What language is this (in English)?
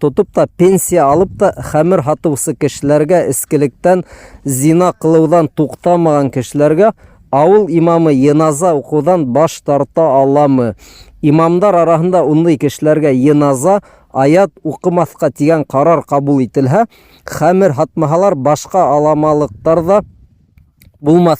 Bashkir